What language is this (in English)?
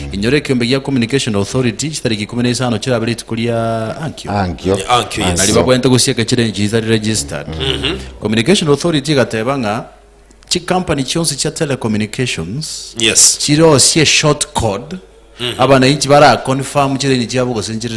Gusii